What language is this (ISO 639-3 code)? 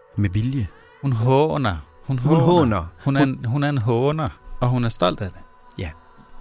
dan